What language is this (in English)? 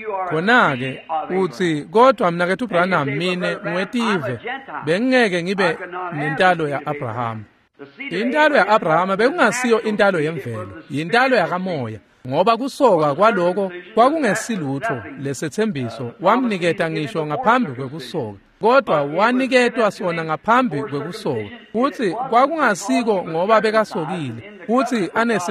Swati